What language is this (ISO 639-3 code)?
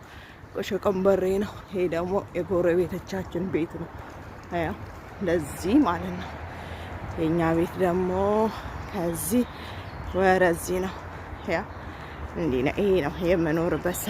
amh